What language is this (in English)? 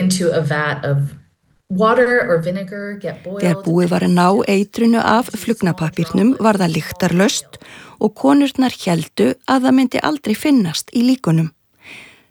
Icelandic